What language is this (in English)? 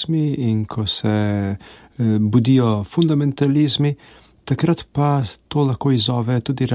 Slovenian